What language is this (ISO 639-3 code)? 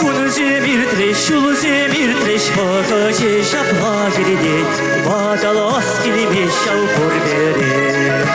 chv